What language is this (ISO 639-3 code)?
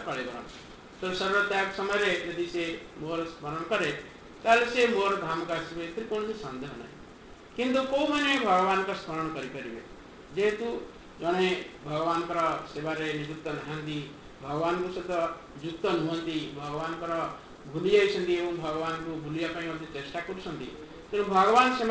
ori